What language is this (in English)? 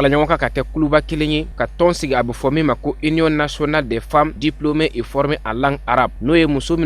Bambara